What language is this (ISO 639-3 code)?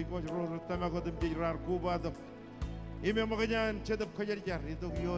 mah